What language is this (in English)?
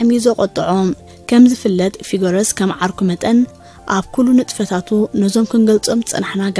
Tigrinya